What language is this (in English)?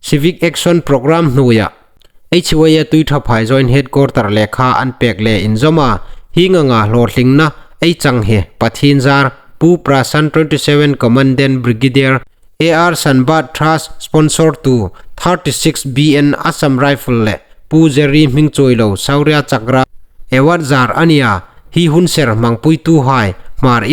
Hmar